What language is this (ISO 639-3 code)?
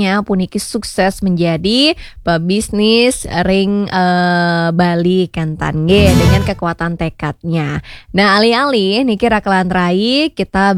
ban